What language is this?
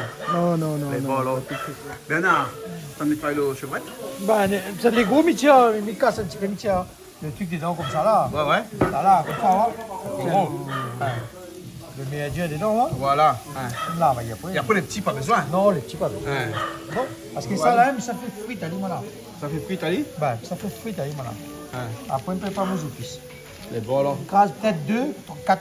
Réunion Creole French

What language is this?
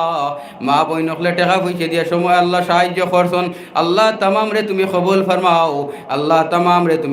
Sylheti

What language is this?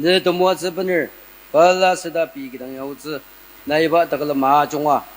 Ao Naga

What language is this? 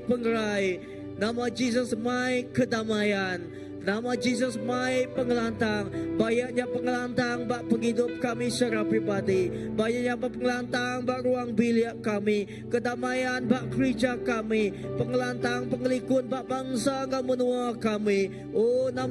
Iban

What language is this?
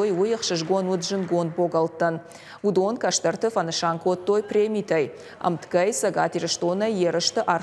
Ossetic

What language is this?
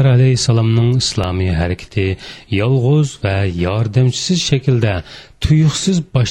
Uyghur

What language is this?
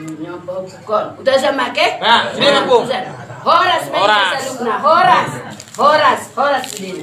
Batak Toba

